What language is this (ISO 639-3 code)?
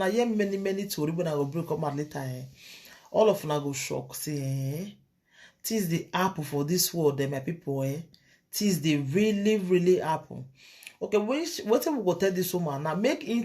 pcm